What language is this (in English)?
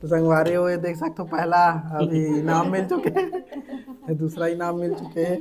Chhattisgarhi